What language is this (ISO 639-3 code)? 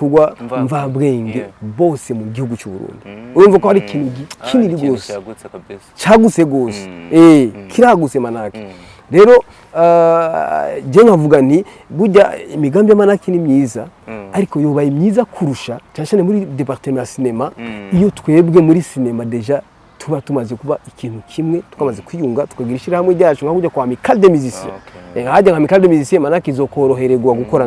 run